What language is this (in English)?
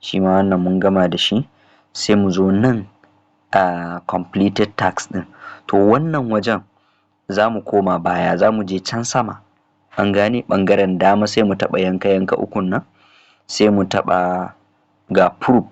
Hausa